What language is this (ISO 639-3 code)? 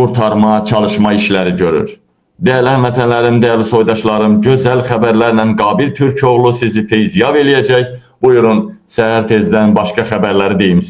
aze